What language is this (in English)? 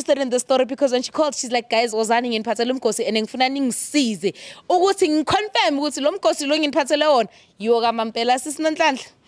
Zulu